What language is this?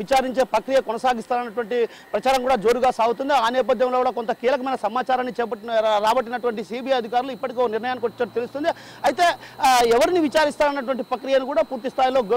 Telugu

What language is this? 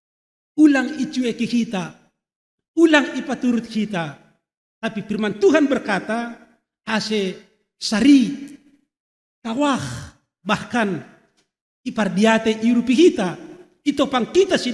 Batak Simalungun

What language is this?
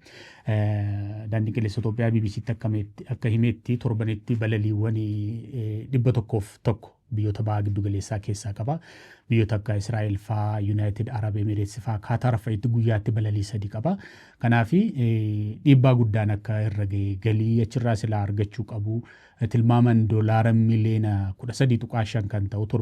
Oromo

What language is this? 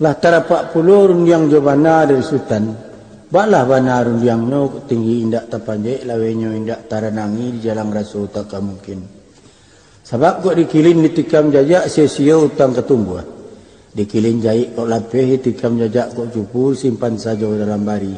Minangkabau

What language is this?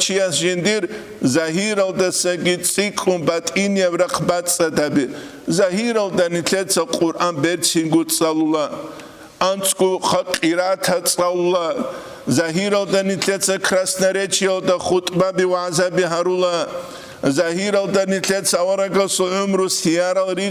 Avaric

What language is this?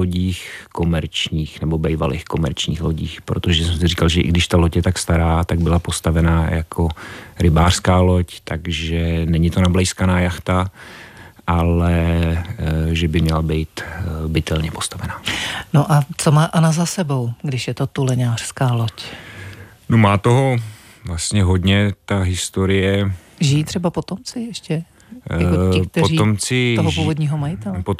Czech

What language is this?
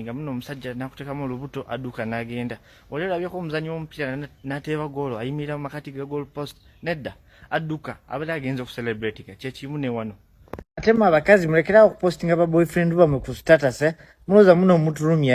Ganda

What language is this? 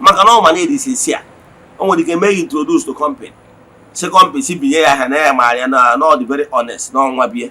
Igbo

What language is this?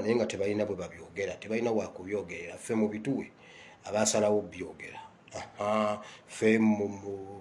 Ganda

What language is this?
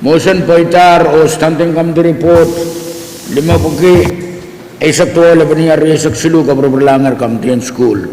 Pohnpeian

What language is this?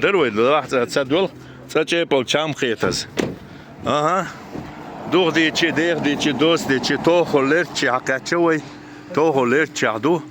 Chechen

